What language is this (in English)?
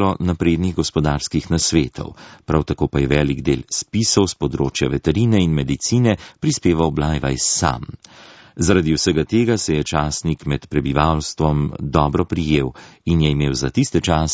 Slovenian